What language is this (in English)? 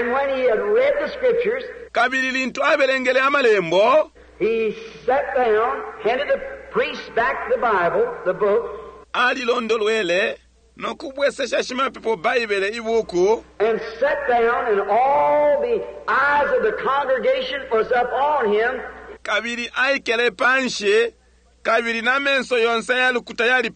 Bemba